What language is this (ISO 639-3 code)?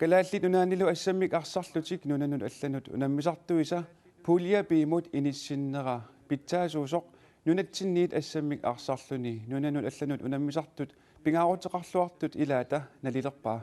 kal